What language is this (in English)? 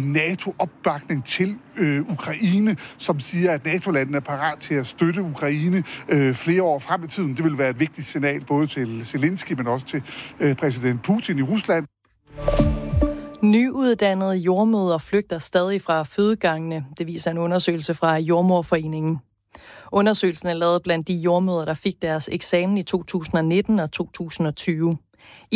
Danish